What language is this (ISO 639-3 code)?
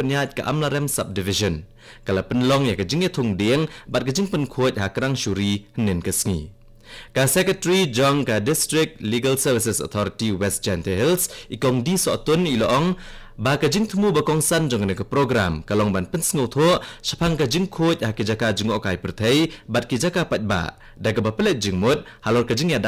kha